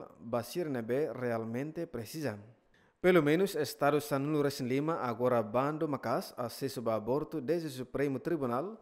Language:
Tetum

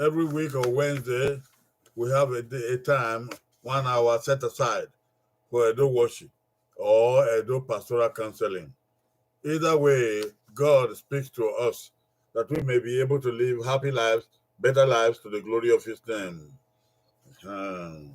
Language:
Bini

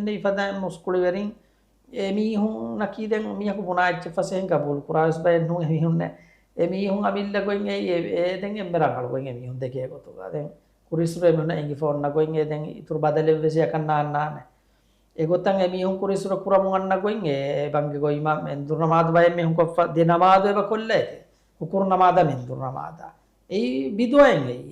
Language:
Divehi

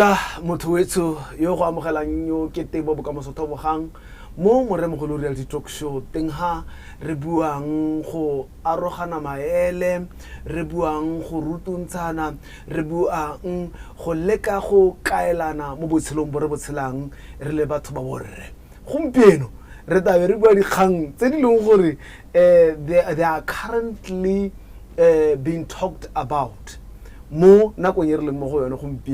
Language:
Tswana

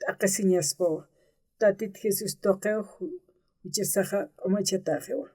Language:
Aymara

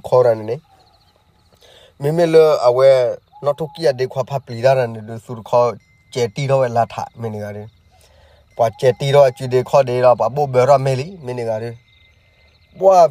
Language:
S'gaw Karen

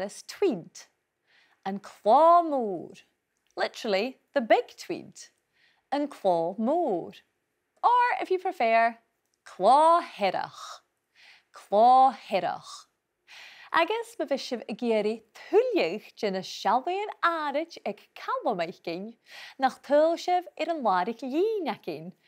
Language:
Scottish Gaelic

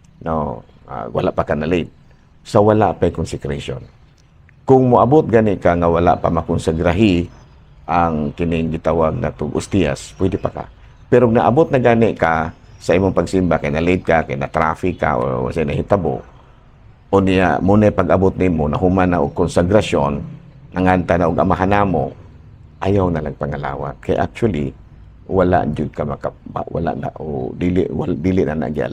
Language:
Cebuano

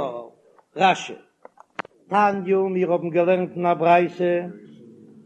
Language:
Yiddish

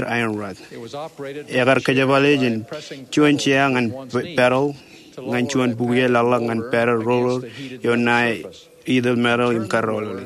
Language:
Marshallese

